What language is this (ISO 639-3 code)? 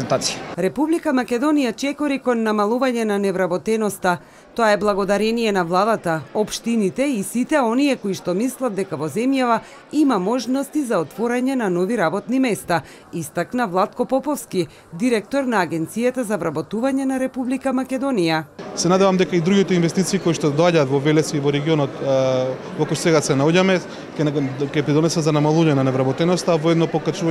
mkd